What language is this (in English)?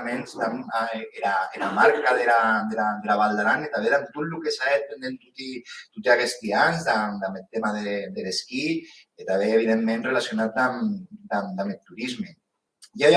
Occitan